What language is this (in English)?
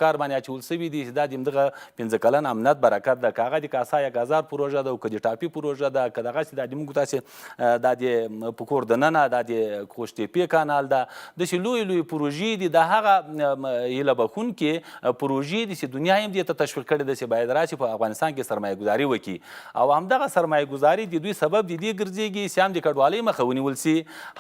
Pashto